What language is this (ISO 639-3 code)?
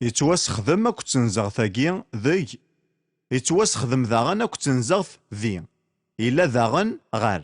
kab